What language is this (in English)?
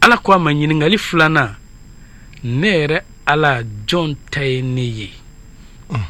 Bambara